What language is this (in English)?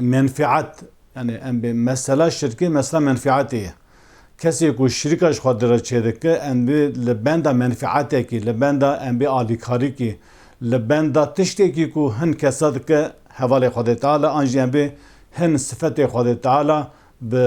Kurdish